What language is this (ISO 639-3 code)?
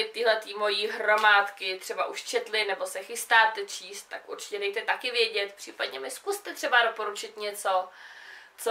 ces